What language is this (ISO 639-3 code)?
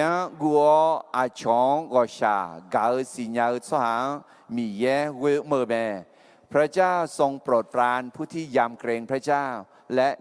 ahk